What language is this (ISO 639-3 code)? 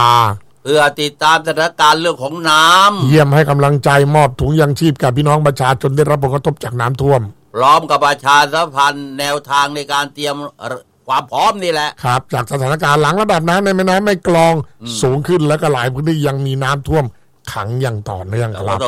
tha